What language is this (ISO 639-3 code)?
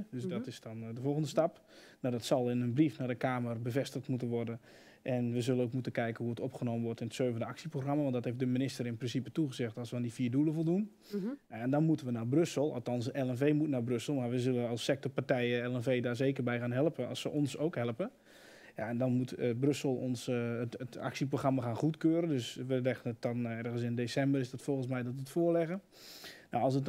nld